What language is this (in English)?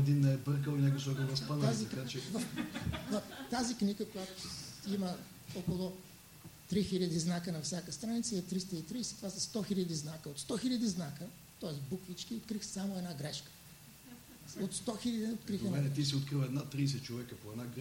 Bulgarian